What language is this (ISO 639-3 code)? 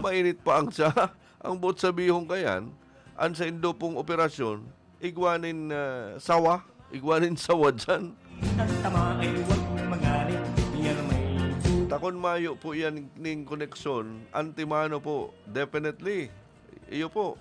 bik